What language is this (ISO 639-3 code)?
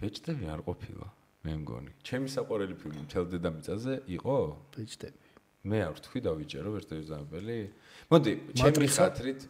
kat